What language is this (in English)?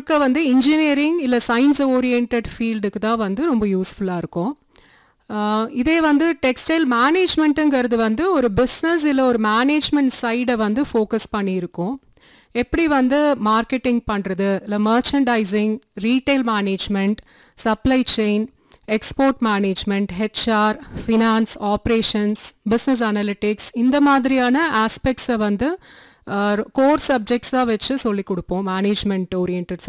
Tamil